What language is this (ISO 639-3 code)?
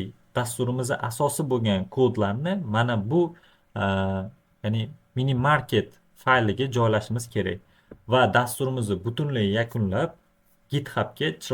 uzb